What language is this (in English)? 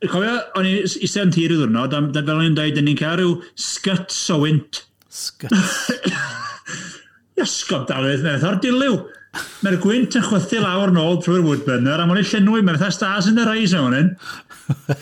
Welsh